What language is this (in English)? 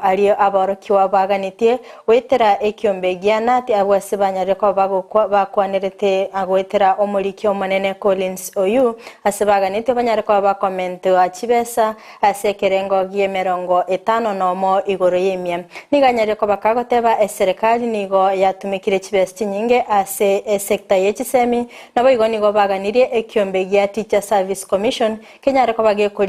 Gusii